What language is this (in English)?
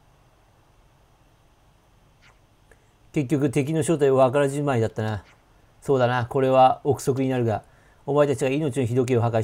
Japanese